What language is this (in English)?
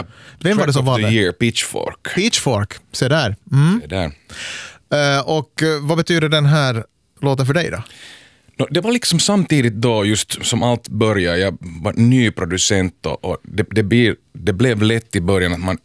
Swedish